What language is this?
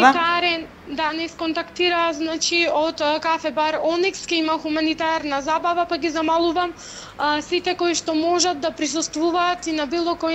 Macedonian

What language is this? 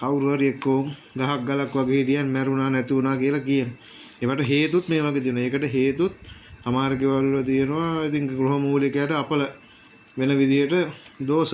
Sinhala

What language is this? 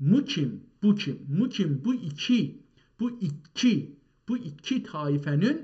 South Azerbaijani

